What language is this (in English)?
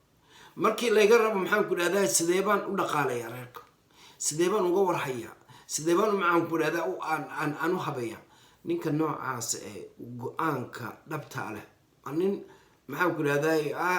Somali